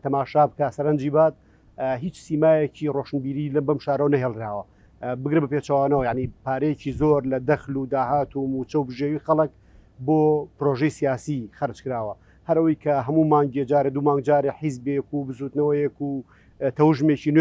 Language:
Central Kurdish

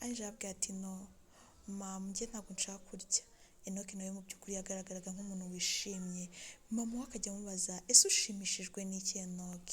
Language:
Kinyarwanda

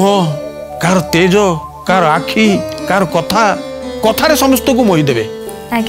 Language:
Odia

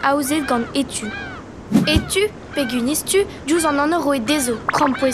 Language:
Breton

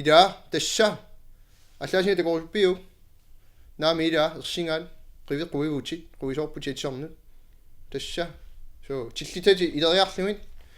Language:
Kalaallisut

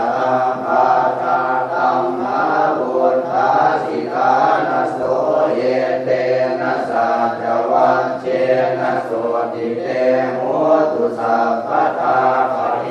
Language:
Pali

